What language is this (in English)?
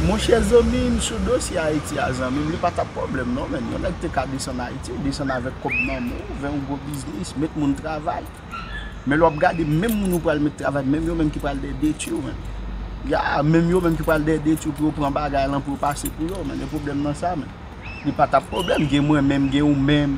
Haitian Creole